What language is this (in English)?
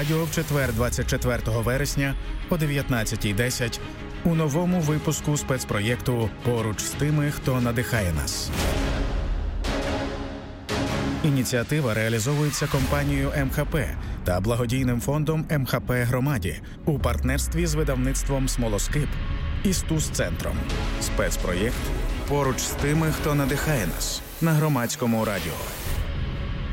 Ukrainian